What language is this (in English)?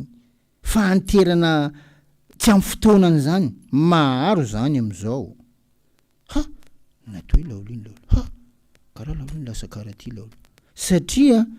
Malagasy